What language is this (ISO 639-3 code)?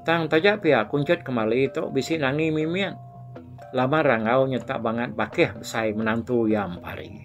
iba